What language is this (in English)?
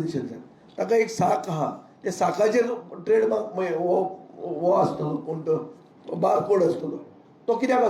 Konkani